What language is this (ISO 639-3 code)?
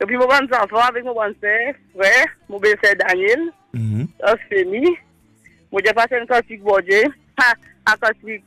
mfe